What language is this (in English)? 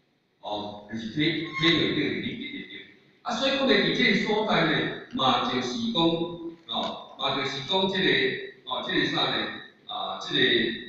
Min Nan Chinese